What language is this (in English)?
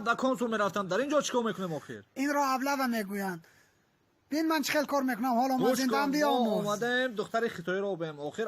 Tajik